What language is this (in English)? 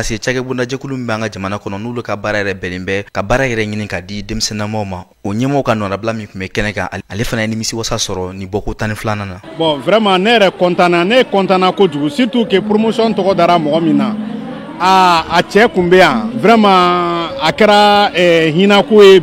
Bambara